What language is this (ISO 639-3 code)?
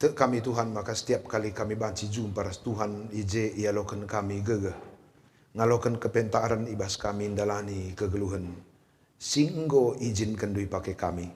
btx